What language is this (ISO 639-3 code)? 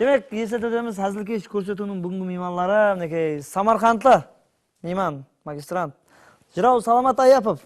kaa